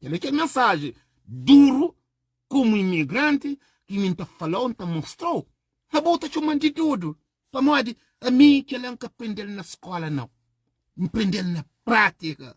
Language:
Kabuverdianu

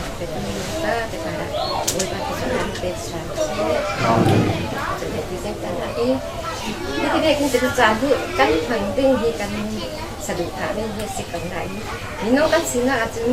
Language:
Falam Chin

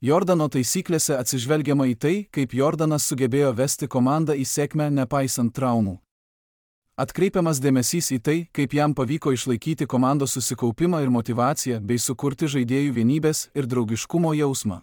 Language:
Lithuanian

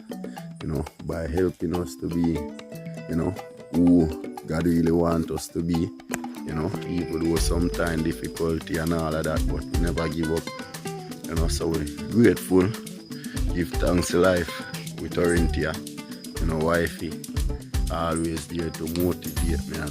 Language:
Jamaican Creole English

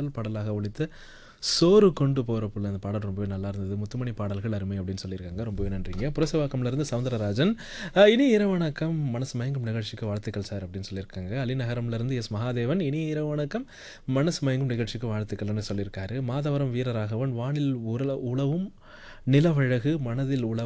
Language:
Tamil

